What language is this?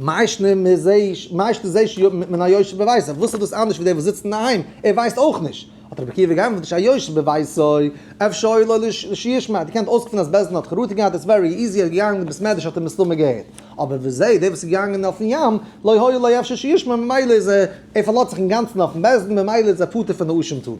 Yiddish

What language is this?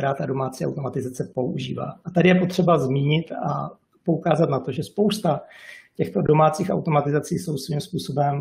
Czech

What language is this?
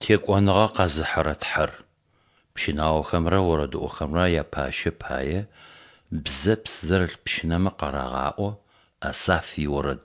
Adyghe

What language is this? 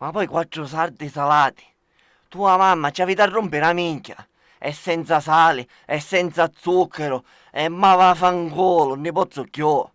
Sicilian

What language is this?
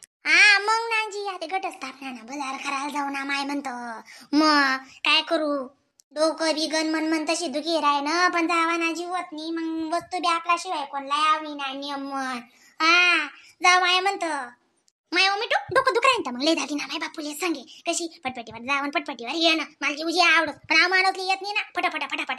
Khandesi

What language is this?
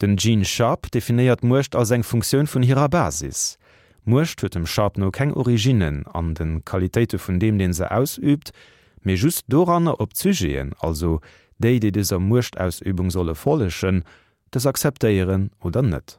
Luxembourgish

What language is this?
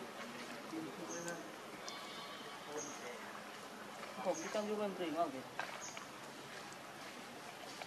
Vietnamese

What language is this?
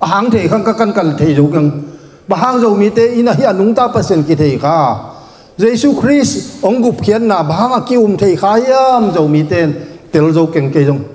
Tedim Chin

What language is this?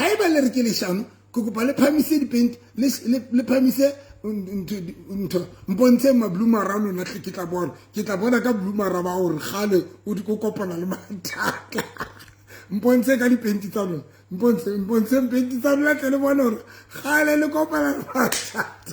Southern Sotho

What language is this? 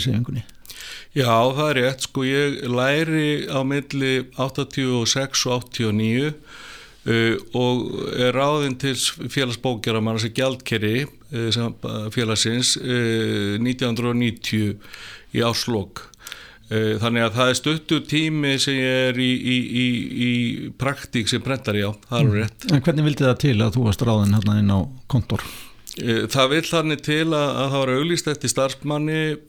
Icelandic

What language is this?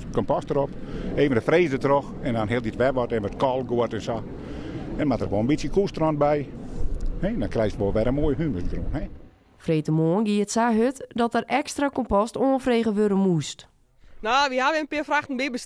Western Frisian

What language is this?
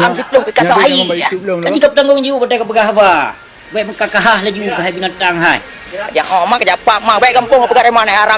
Achinese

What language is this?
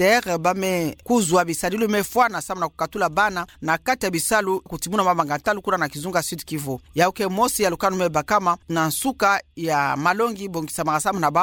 Kituba (Democratic Republic of Congo)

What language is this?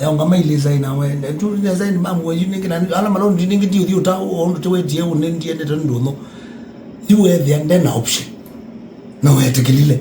Kamba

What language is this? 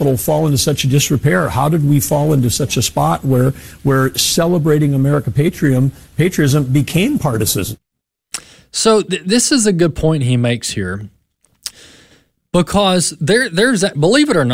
English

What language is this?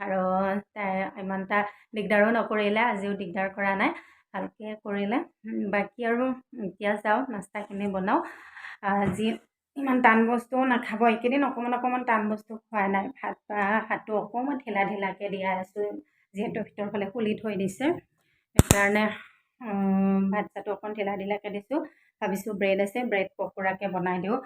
Assamese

